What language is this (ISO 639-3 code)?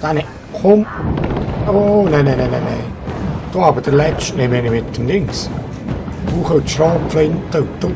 gsw